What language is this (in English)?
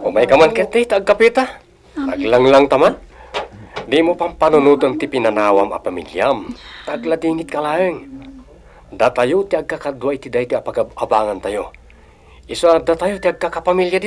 Iloko